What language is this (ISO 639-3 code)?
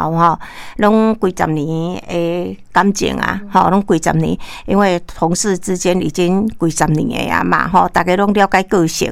nan